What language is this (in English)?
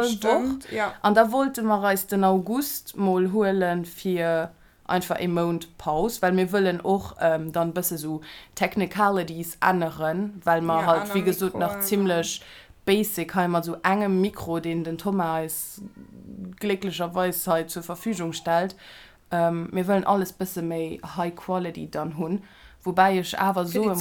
Luxembourgish